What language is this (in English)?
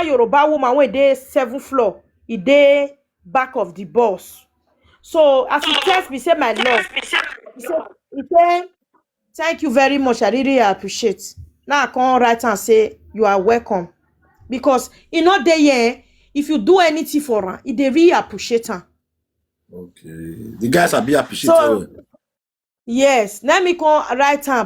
Nigerian Pidgin